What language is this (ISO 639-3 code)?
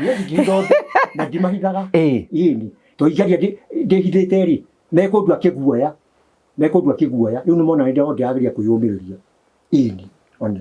kik